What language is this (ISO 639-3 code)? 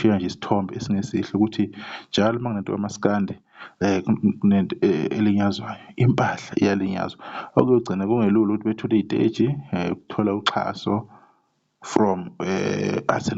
zul